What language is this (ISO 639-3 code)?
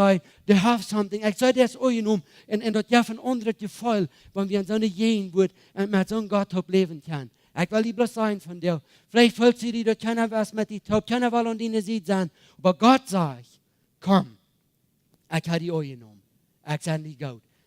pdt